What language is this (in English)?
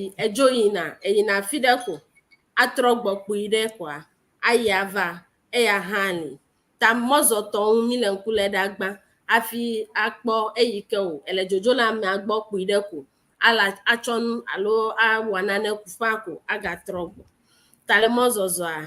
Ewe